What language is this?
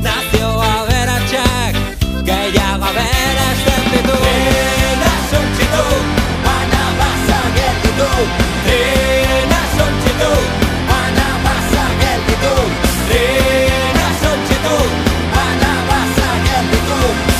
Basque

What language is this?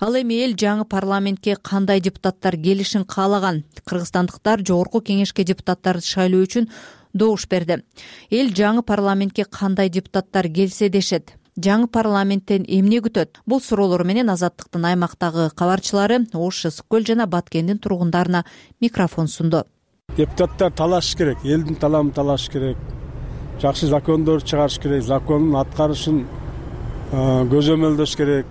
Kyrgyz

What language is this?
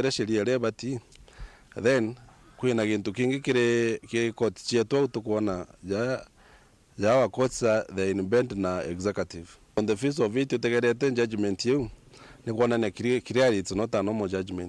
Meru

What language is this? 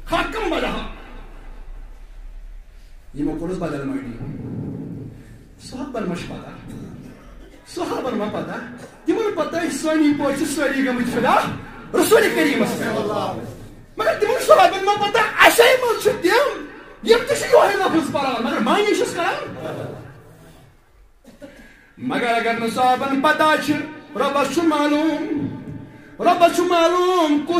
Kashmiri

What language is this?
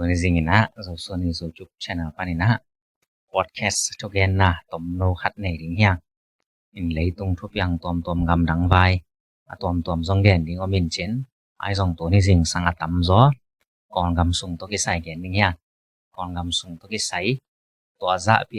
Tedim Chin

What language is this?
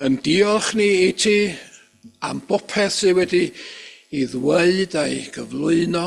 Welsh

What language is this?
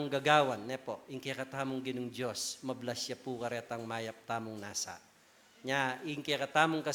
Pampanga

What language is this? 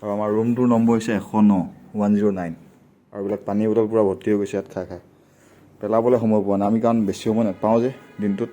Assamese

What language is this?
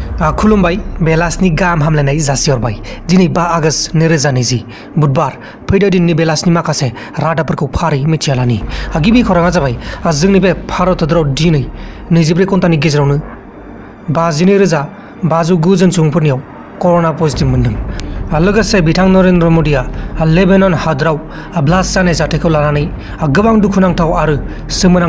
Bodo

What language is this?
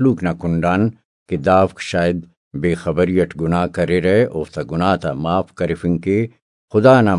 Brahui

